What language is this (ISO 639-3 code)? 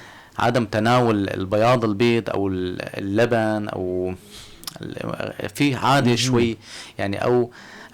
apc